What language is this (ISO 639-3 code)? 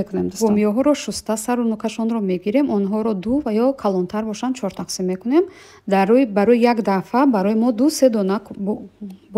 tgk